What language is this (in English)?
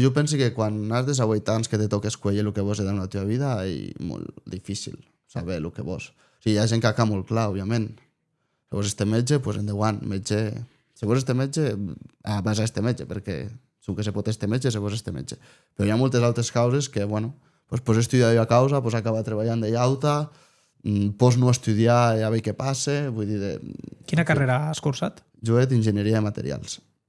Occitan